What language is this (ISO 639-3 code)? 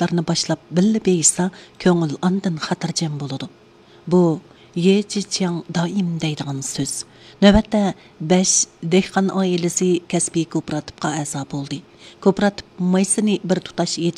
uig